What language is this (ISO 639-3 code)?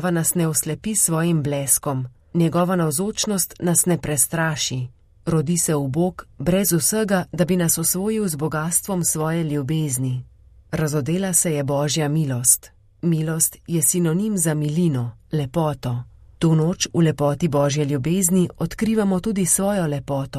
slv